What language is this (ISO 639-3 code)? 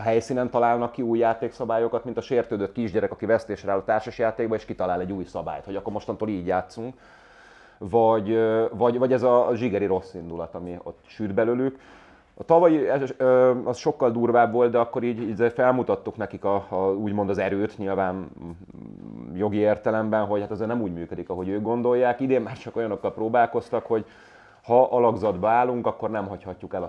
hun